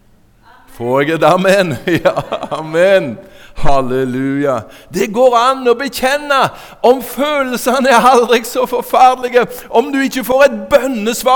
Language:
Norwegian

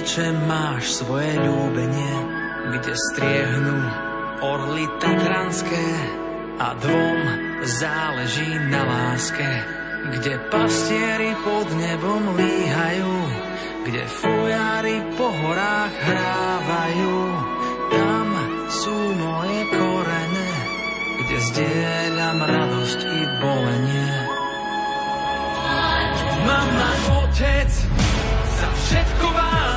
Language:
Slovak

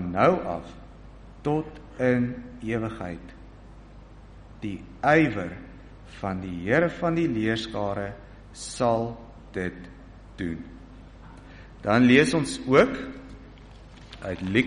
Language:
Afrikaans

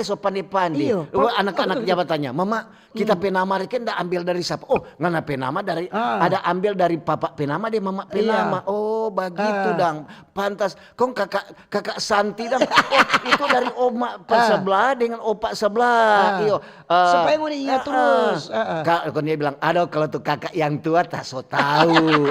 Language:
Manado Malay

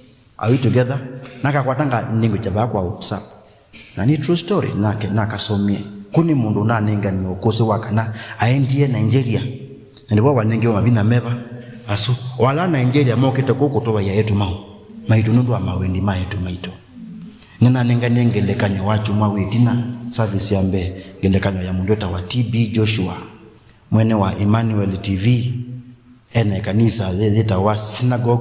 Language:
Kamba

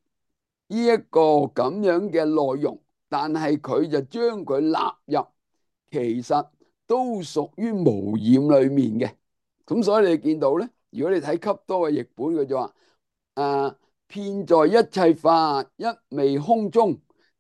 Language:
Cantonese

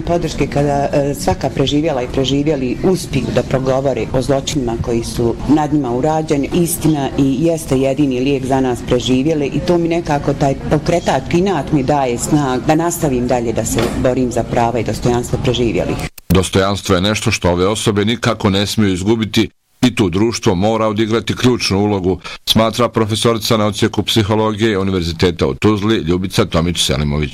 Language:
Bosnian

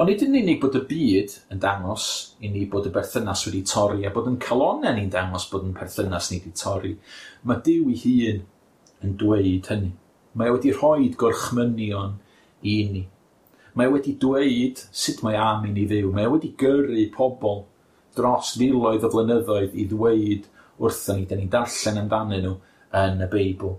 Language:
Welsh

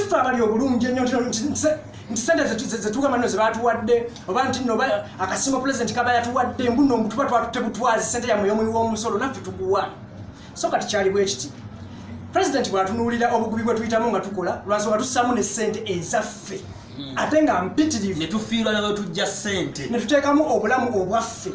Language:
Ganda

